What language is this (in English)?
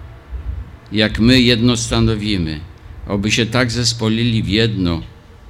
Polish